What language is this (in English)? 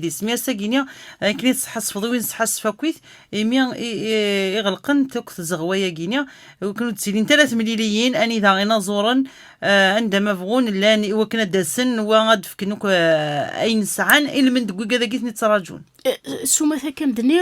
Kabyle